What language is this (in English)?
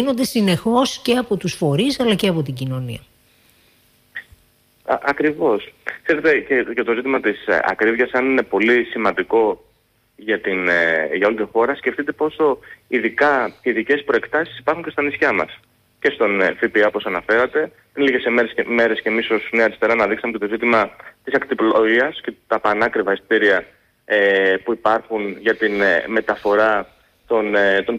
Greek